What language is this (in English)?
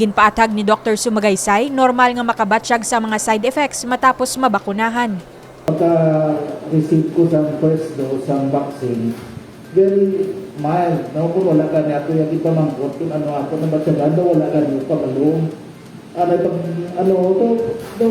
Hiligaynon